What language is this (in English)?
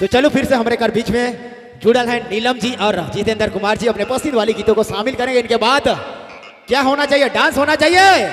Sadri